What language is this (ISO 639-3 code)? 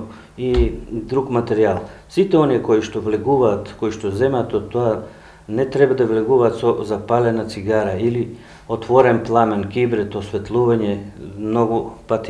mkd